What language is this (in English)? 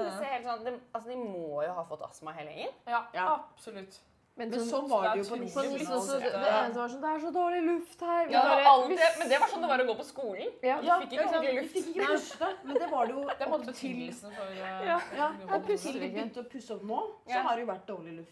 Norwegian